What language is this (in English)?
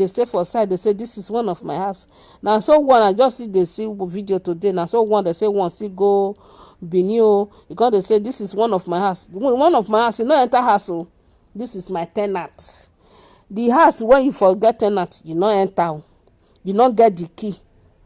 Nigerian Pidgin